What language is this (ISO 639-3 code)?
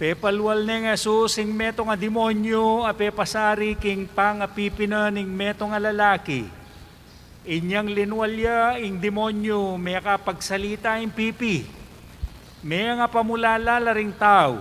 pam